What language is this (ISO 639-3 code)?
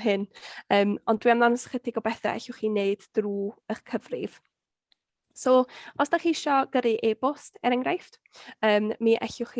cym